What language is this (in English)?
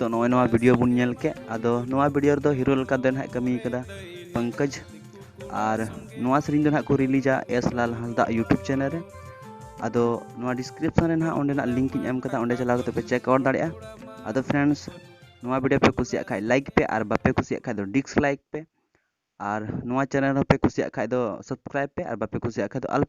Santali